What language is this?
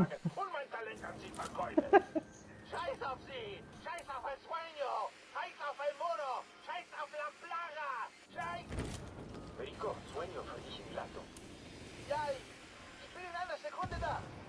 Swiss German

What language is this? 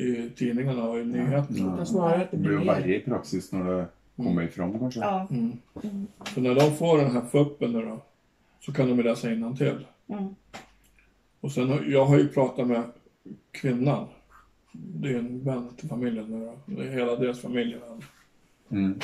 Swedish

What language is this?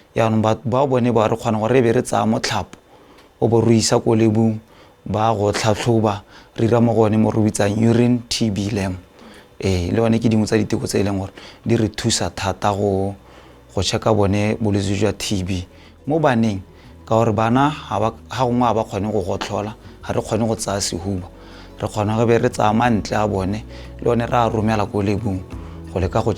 Tswana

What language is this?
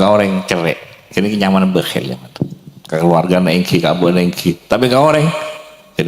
Madurese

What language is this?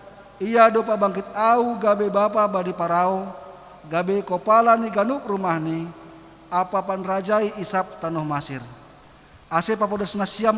Batak Simalungun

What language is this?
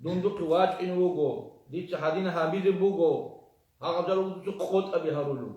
Avaric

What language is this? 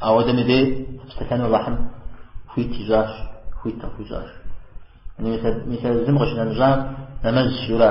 Kabardian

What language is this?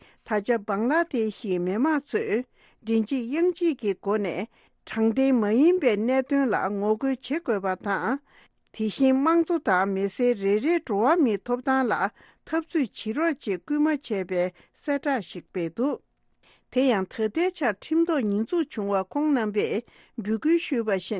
Tibetan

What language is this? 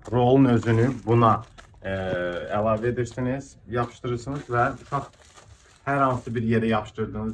Azerbaijani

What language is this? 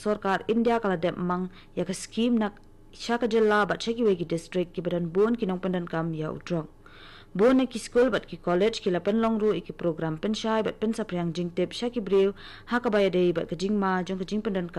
Khasi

